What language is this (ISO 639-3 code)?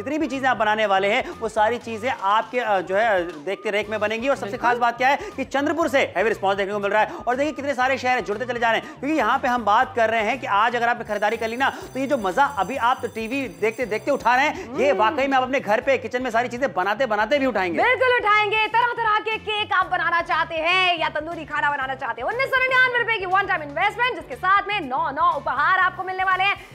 hin